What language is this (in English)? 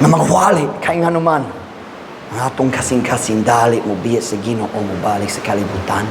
Cebuano